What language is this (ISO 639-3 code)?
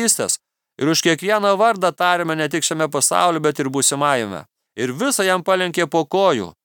lit